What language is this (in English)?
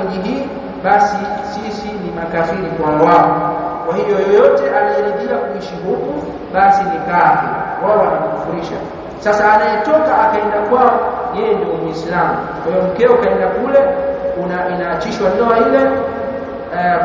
Swahili